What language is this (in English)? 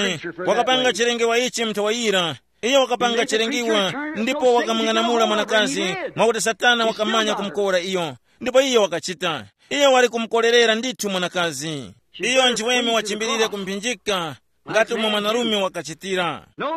Tumbuka